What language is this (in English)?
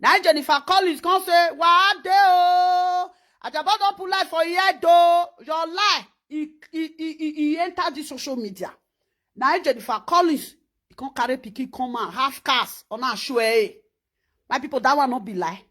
Nigerian Pidgin